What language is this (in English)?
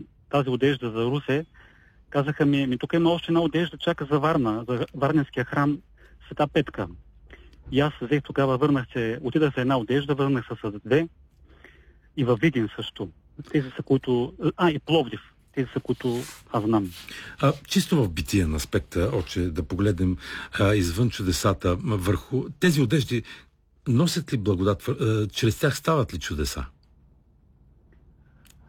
Bulgarian